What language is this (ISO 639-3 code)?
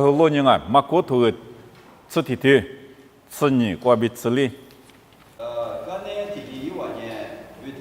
lis